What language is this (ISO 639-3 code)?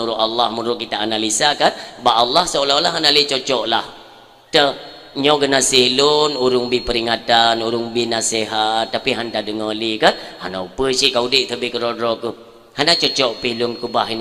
ace